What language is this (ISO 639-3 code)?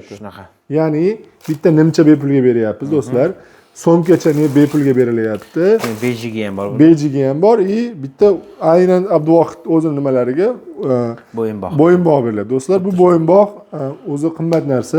uzb